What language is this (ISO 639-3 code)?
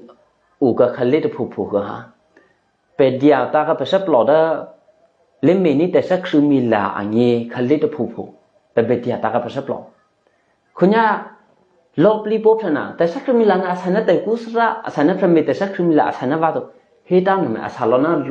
eky